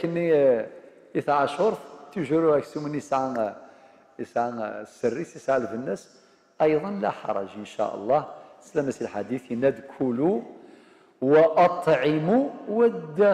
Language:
Kabyle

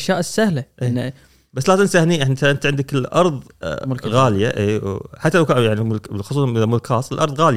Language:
Gulf Arabic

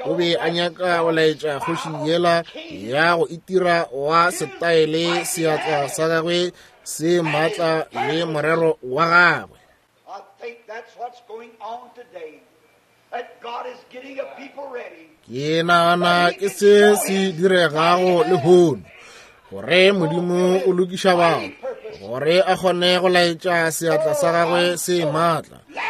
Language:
Northern Sotho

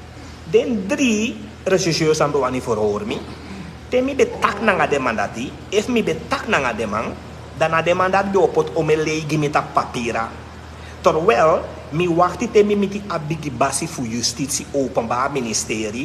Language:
Sranan Tongo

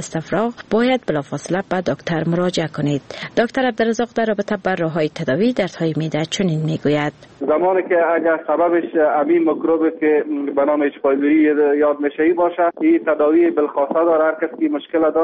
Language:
Persian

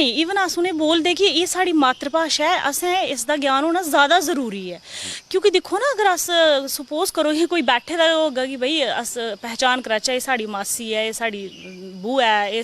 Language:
Dogri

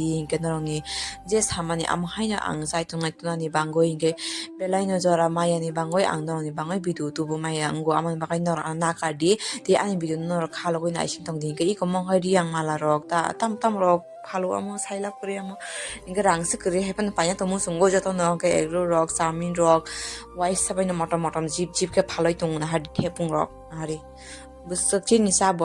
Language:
Kok Borok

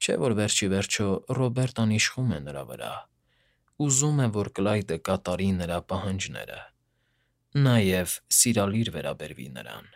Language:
Armenian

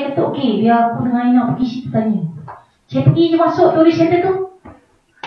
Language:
Malay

